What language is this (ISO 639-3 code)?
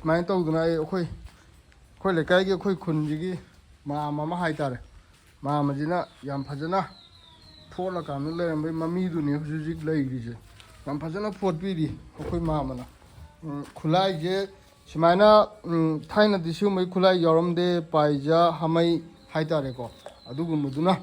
mni